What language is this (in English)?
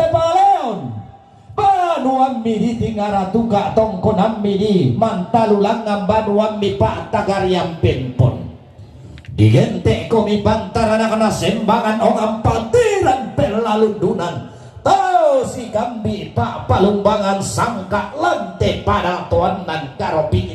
Toraja-Sa'dan